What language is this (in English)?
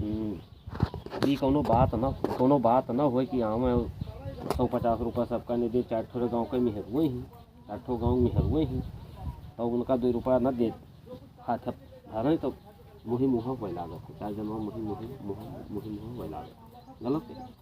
Awadhi